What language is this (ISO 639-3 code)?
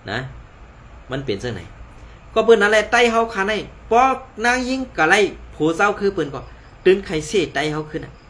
shn